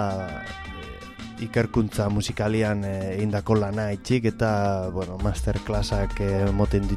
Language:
Basque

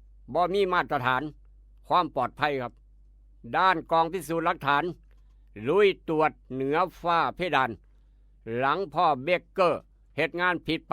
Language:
Northeastern Thai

